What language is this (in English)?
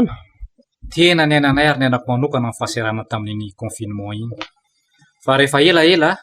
Malagasy